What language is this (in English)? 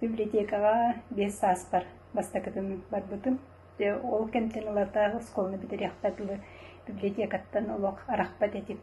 Yakut